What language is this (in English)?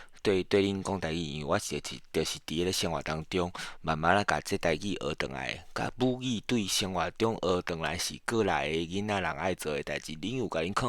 Min Nan Chinese